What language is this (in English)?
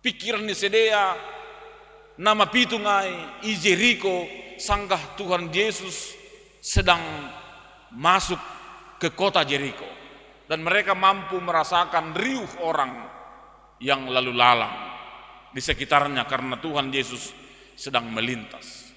Batak Simalungun